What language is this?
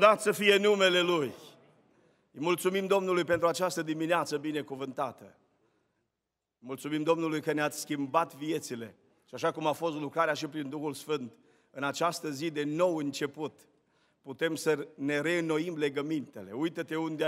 Romanian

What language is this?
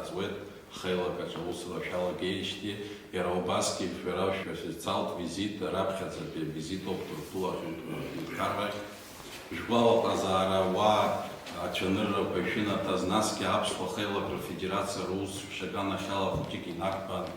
Abkhazian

